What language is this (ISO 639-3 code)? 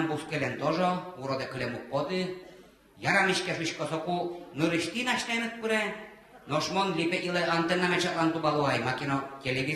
udm